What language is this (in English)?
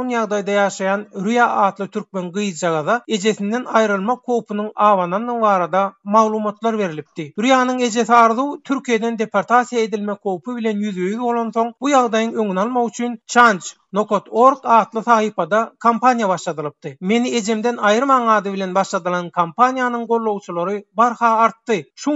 Turkmen